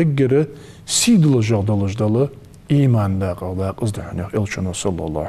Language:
Ingush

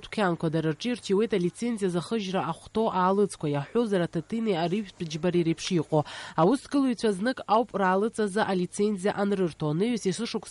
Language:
Abkhazian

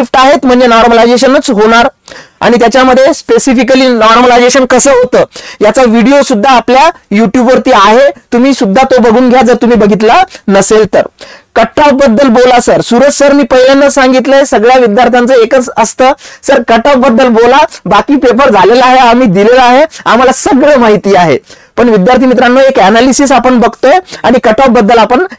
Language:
Marathi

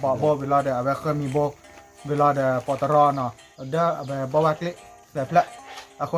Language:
S'gaw Karen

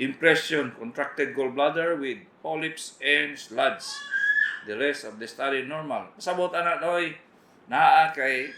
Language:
Cebuano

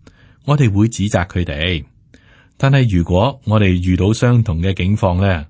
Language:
Cantonese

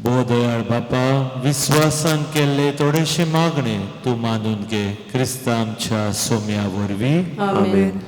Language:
Konkani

